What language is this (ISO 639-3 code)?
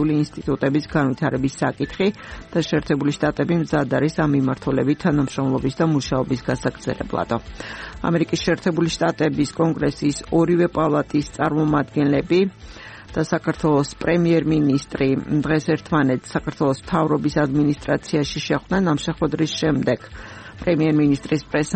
kat